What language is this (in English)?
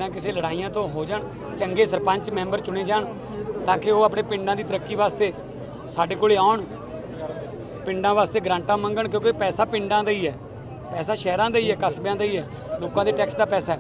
Punjabi